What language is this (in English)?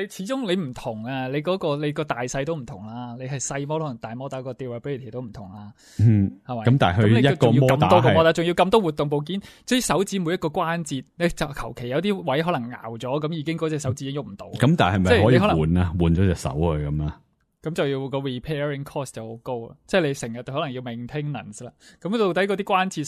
Cantonese